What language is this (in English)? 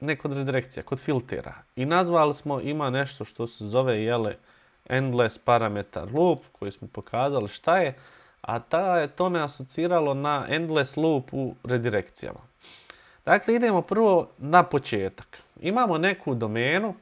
Bosnian